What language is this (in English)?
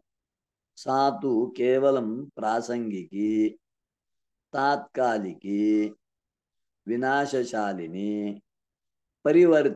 Sanskrit